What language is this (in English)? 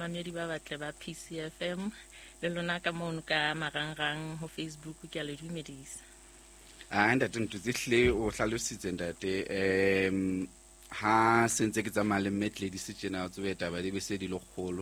Southern Sotho